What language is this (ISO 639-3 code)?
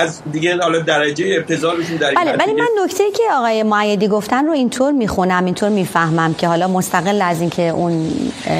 fas